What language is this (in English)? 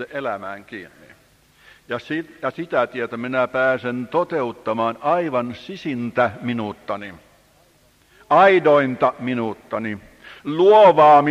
Finnish